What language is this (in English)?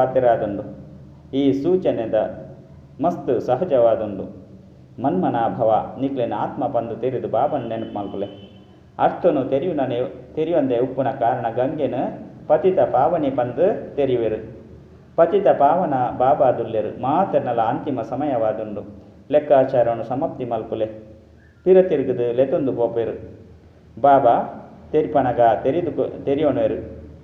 Tulu